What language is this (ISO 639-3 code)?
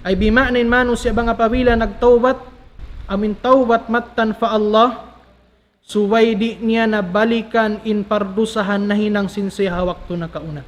tsg